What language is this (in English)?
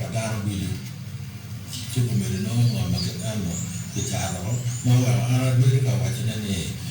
Acoli